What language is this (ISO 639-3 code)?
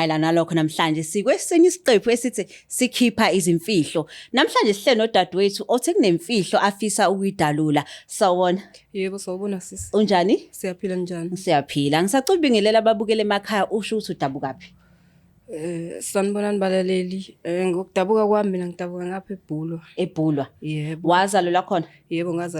zul